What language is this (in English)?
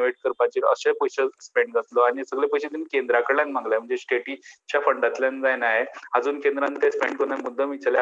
Konkani